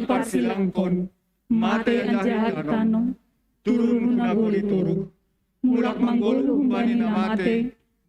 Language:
Batak Simalungun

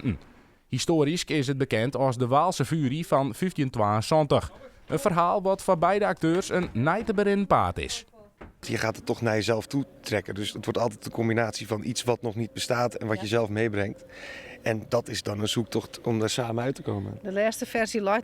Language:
Western Frisian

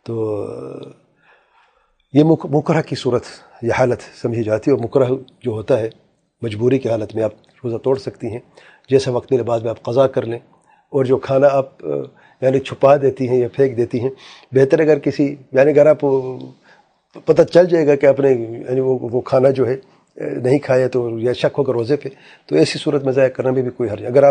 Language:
Urdu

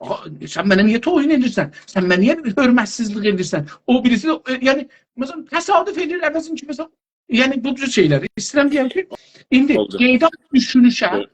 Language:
South Azerbaijani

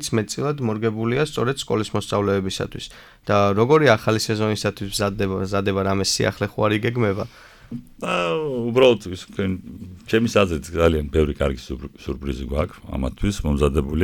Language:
Georgian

